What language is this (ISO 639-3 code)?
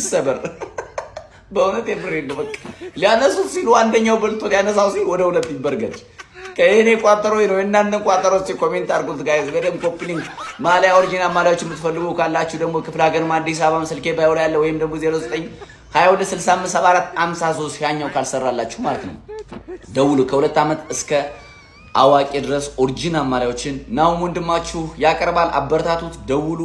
amh